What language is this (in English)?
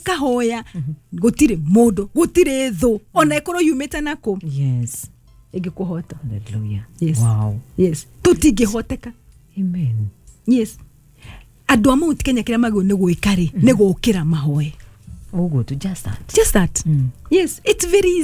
Kikuyu